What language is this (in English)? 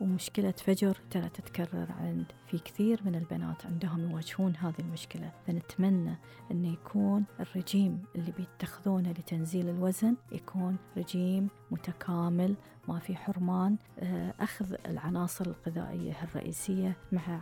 Gulf Arabic